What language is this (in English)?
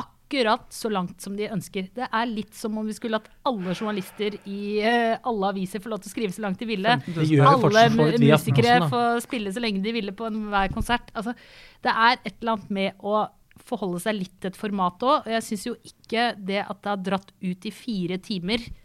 Norwegian